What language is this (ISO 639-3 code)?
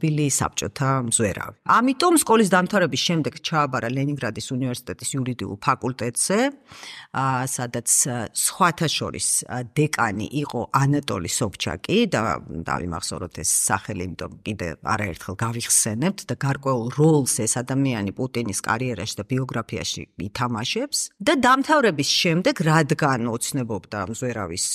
kat